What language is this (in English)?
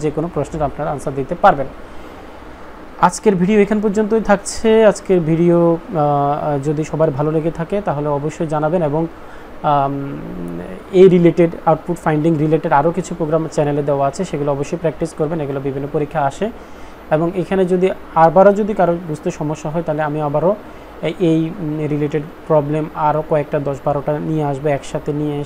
Bangla